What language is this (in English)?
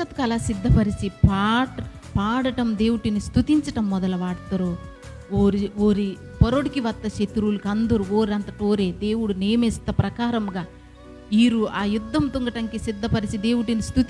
Koya